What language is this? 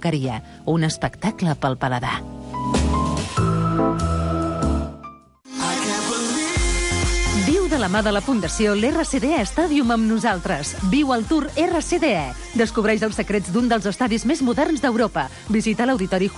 Catalan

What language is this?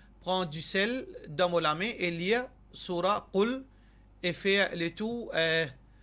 Morisyen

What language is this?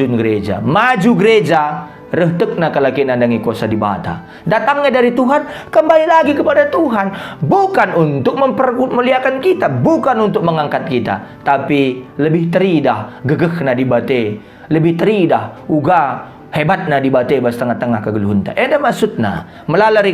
Batak Karo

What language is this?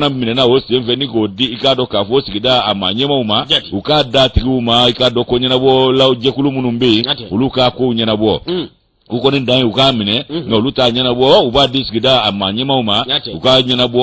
Bambara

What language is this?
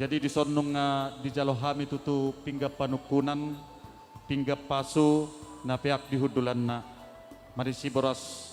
Batak Simalungun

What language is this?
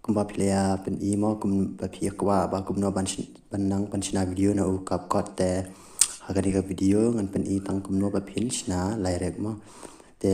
Khasi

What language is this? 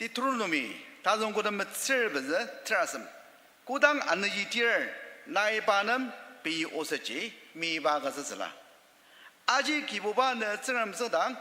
Ao Naga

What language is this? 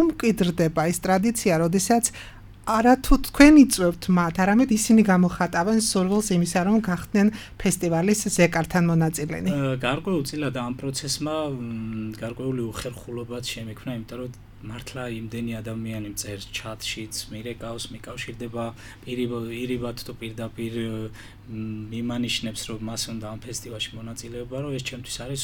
Georgian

